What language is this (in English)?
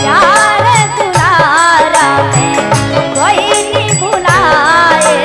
Magahi